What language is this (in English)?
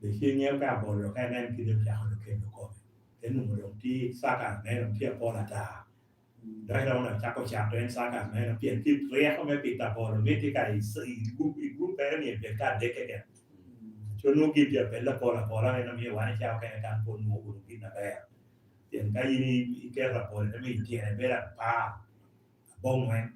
Lango (Uganda)